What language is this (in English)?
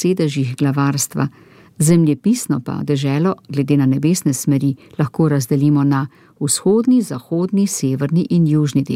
Slovenian